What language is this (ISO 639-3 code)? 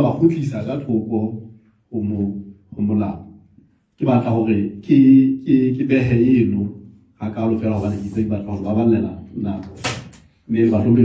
sot